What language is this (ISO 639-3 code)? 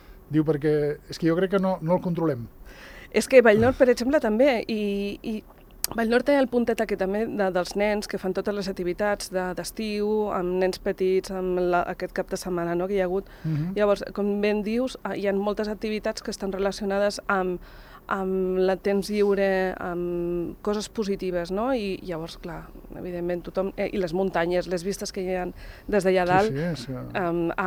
cat